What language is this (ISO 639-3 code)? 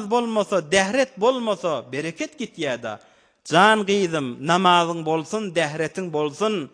tuk